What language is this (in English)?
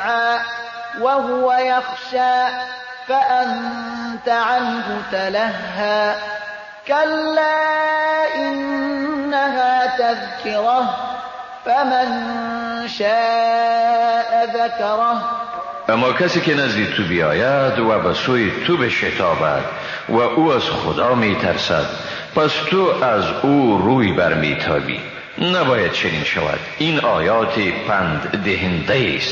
Persian